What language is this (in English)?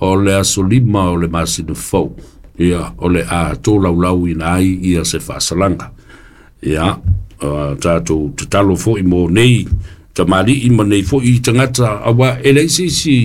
Samoan